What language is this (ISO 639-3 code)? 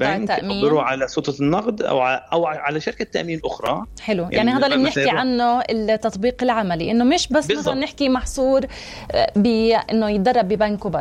apc